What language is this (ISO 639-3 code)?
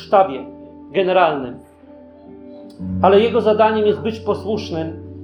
pol